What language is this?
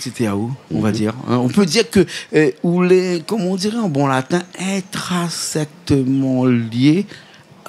Réunion Creole French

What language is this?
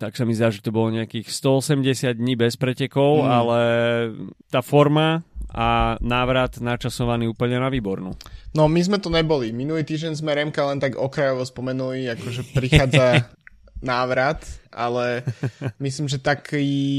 Slovak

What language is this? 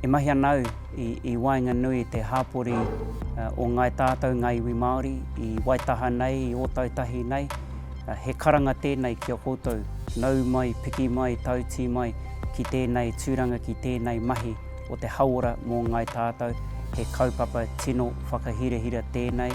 Māori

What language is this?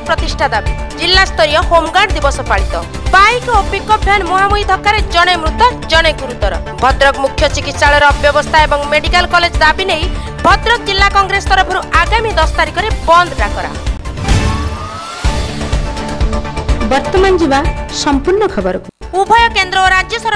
Odia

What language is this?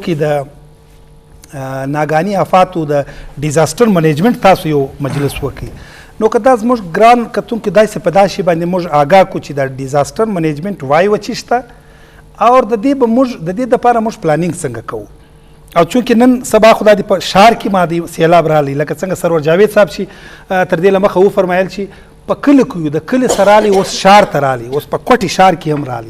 Eastern Balochi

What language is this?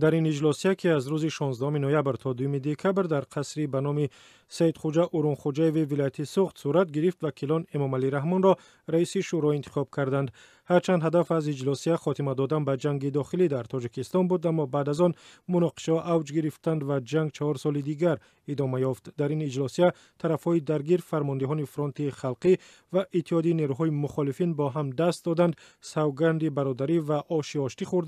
Tajik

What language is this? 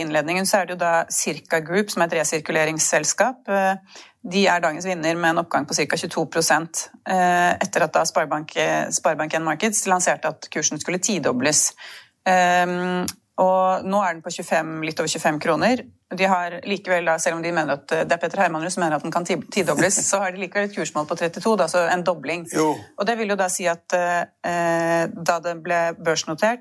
Norwegian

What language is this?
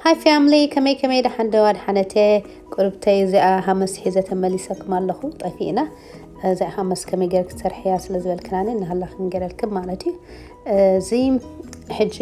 Tigrinya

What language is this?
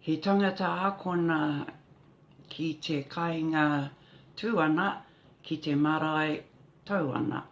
Māori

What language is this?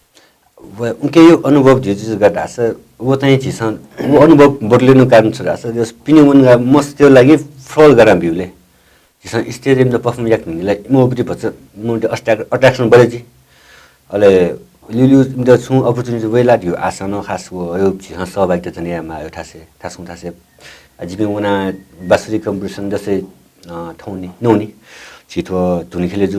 Newari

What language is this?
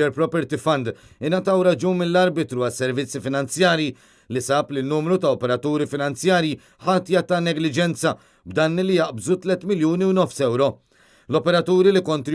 Maltese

